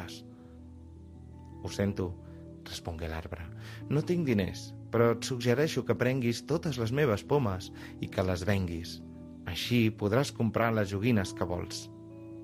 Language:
Catalan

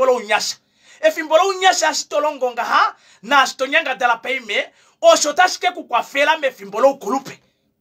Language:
Kuanyama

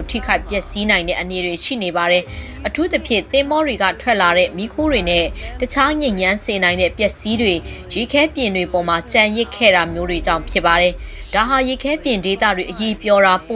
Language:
Burmese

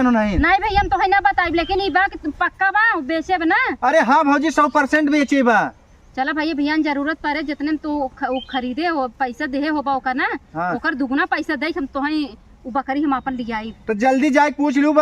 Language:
Awadhi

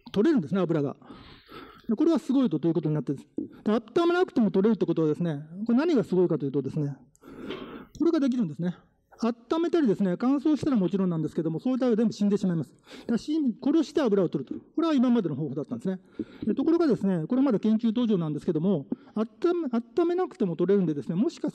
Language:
Japanese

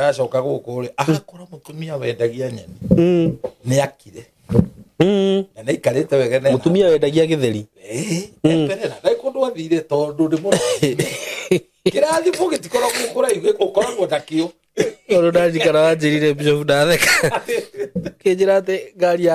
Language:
Kikuyu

